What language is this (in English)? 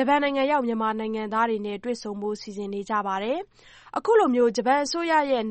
Burmese